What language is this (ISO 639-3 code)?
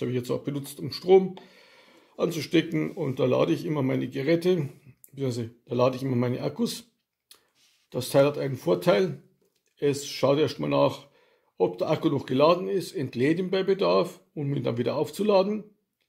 deu